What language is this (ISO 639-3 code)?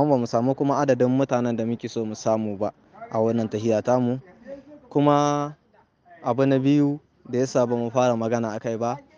hau